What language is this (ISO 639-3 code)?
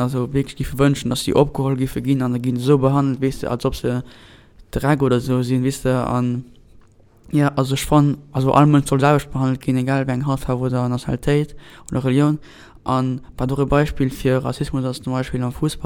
ltz